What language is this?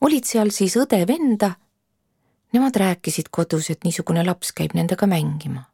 Estonian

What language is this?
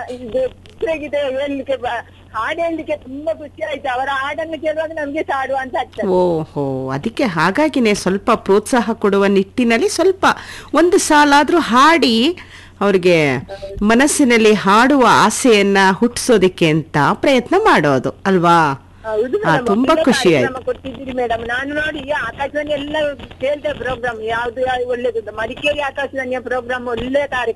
Kannada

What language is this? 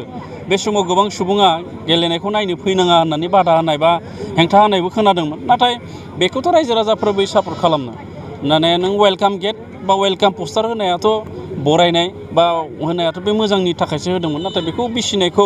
Bodo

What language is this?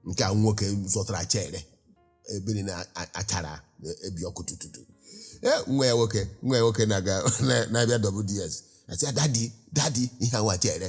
Igbo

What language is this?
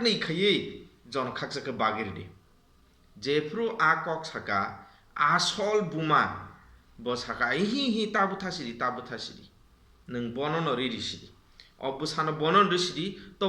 Kok Borok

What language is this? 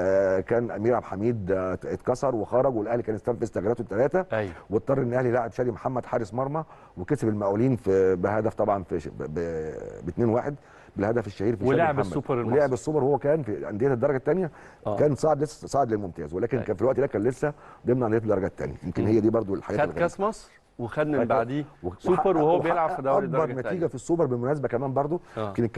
Egyptian Arabic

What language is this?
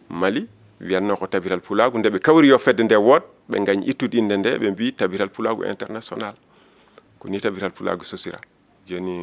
Fula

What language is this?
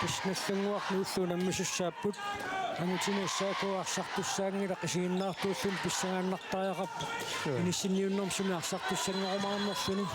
Kalaallisut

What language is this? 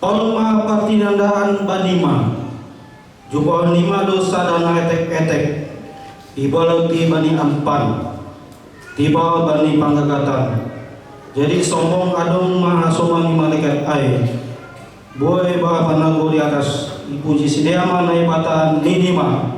Batak Simalungun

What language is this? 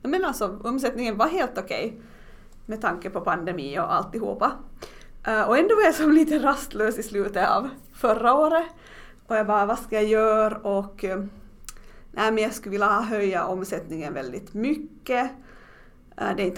Swedish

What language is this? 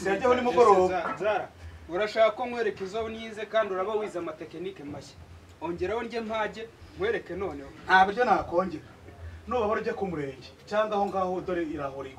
Kinyarwanda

